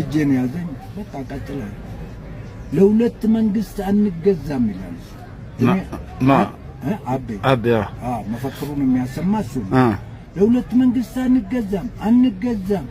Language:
Amharic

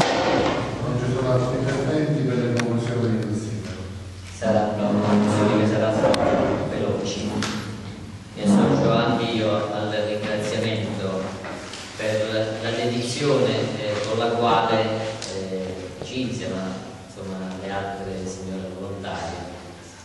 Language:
Italian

